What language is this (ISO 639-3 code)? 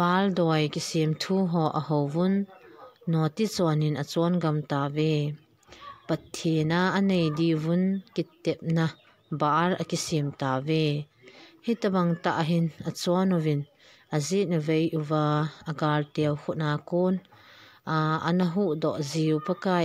tcz